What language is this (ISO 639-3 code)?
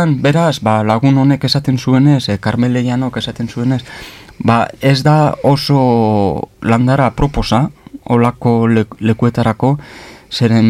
eus